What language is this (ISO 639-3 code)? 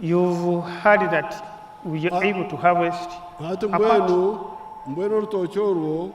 nyn